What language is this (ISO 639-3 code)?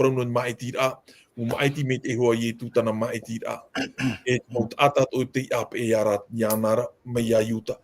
tah